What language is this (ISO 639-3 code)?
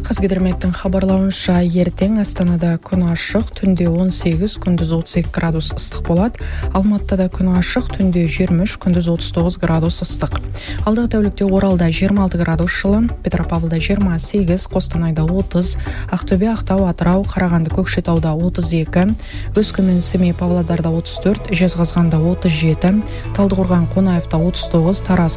kaz